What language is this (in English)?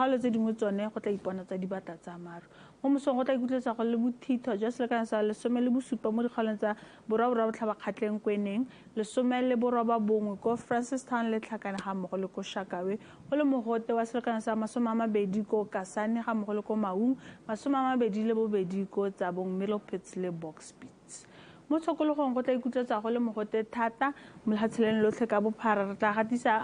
Tswana